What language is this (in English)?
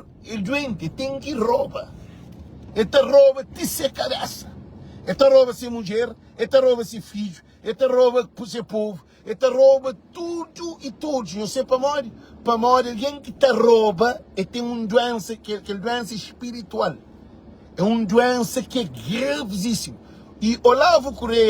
Kabuverdianu